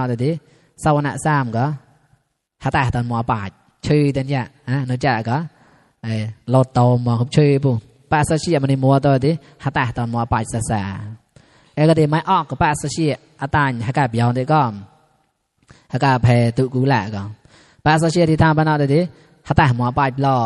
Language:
Mon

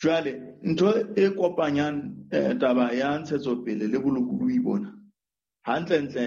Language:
Southern Sotho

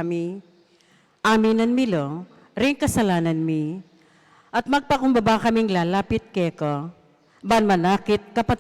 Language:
Pampanga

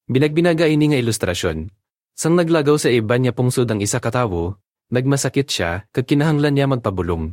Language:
Hiligaynon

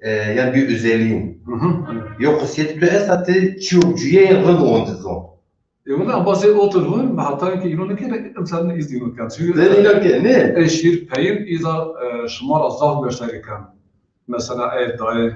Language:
Zaza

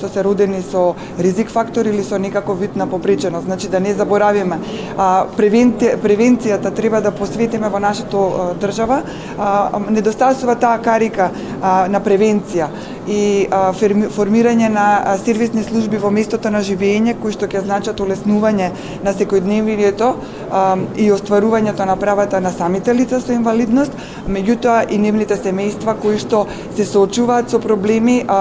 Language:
Macedonian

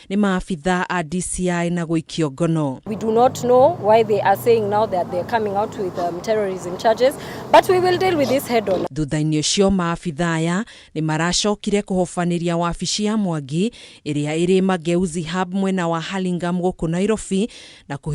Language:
Kikuyu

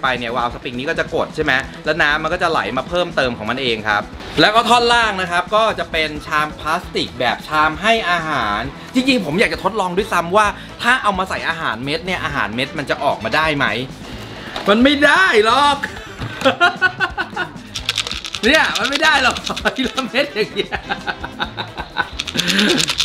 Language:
Thai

